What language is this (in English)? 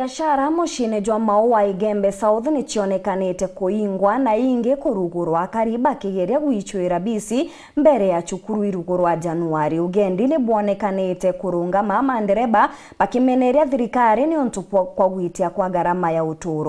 Meru